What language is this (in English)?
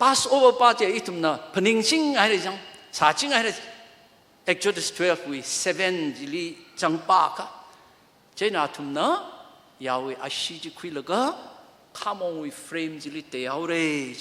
Tangkhul Naga (India)